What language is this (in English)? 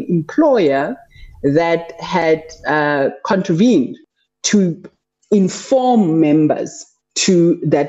English